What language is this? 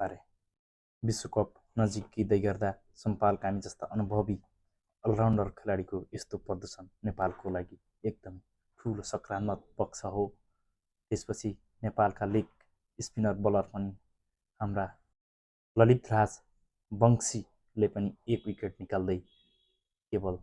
Nepali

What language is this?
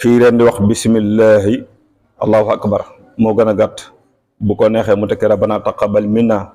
Wolof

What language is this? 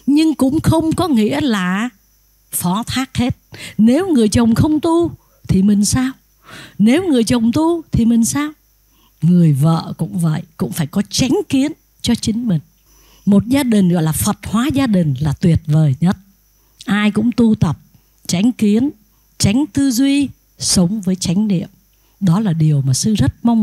Vietnamese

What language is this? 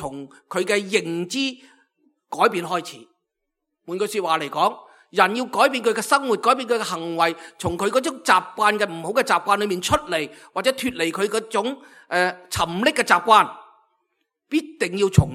Cantonese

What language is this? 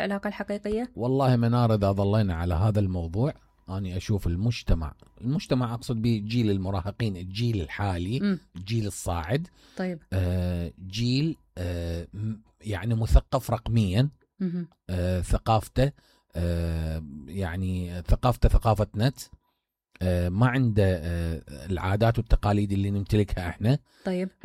Mesopotamian Arabic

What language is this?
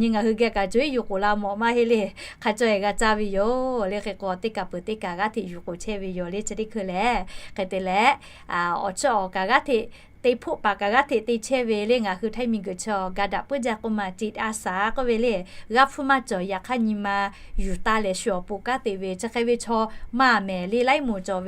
Lahu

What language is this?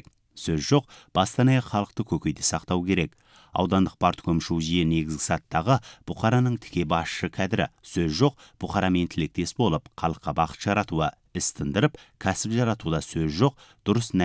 Kazakh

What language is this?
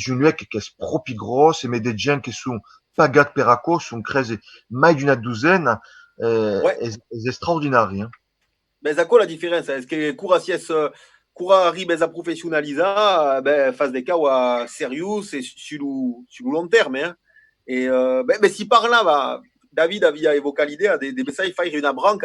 Occitan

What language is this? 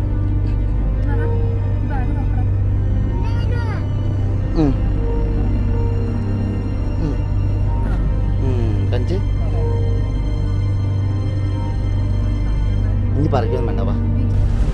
Malayalam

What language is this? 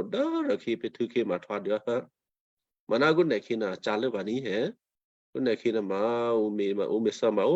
Western Kayah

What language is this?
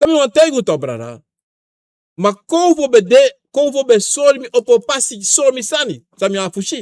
Sranan Tongo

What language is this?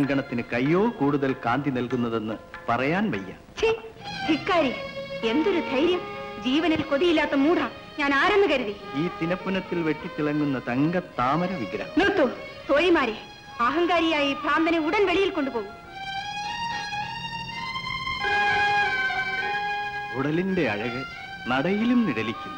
Malayalam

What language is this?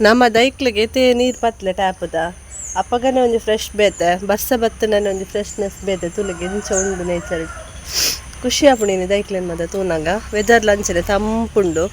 Tulu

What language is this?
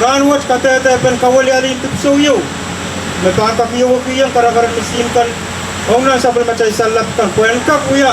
Pohnpeian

